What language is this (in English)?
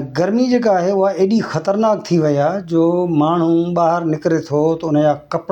Sindhi